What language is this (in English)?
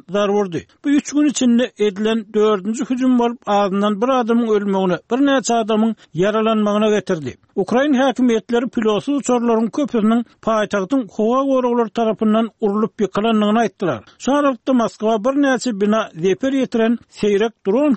Turkmen